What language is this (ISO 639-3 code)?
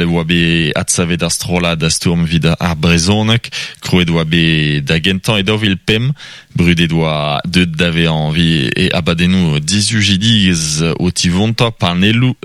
bre